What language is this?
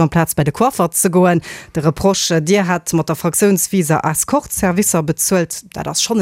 Luxembourgish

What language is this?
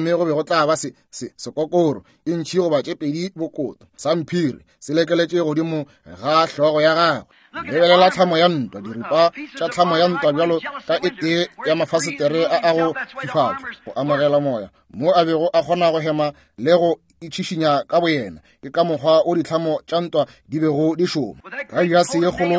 Northern Sotho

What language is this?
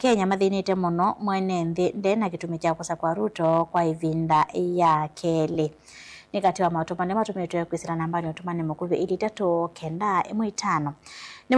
Kamba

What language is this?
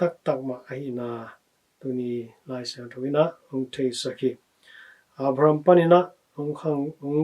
Tedim Chin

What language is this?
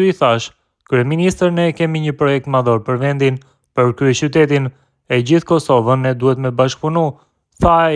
Albanian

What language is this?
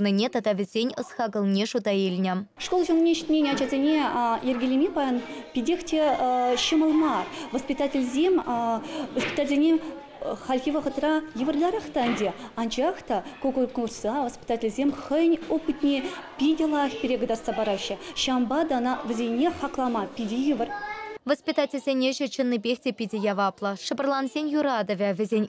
Chuvash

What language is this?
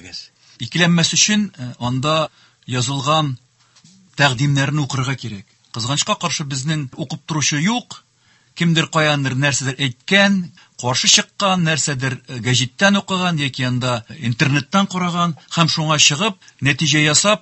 Tatar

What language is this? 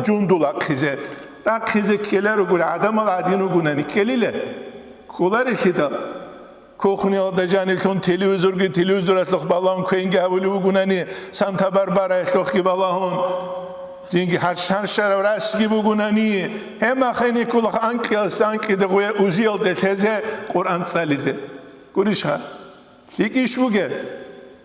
Avaric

